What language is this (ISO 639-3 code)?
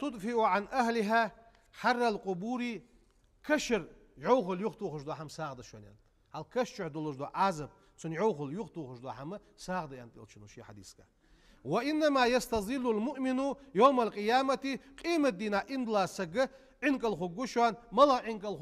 inh